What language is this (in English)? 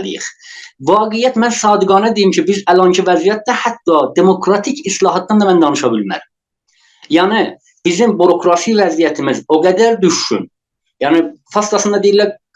South Azerbaijani